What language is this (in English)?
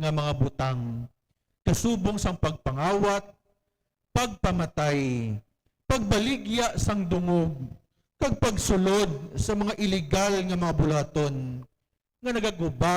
Hiligaynon